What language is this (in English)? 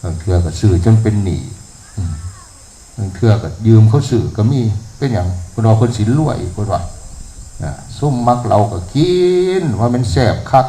Northeastern Thai